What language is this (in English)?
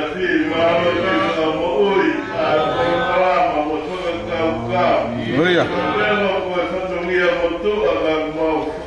Tongan